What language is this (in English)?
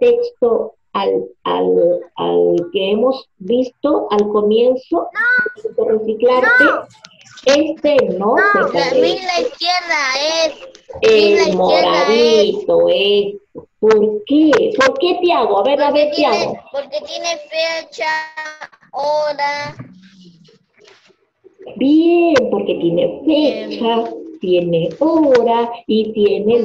Spanish